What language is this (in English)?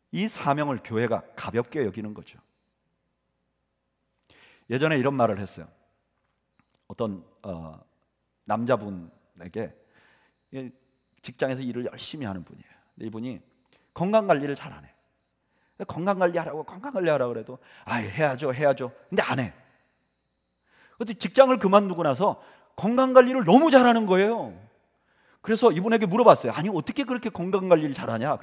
Korean